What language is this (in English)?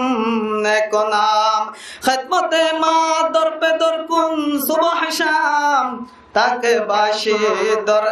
Rohingya